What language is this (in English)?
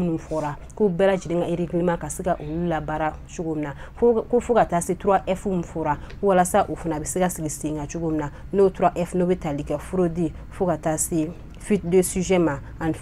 Bambara